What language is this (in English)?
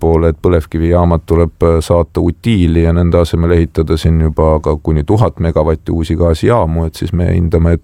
Estonian